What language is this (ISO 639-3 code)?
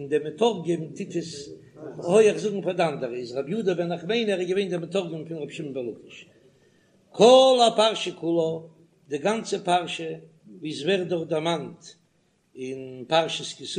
yid